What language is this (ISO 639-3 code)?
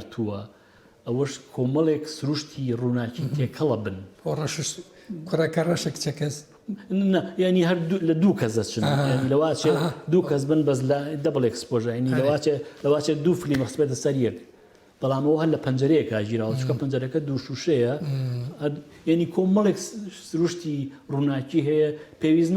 ckb